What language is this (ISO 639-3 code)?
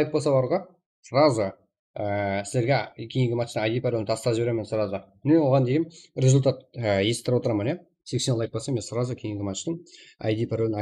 kaa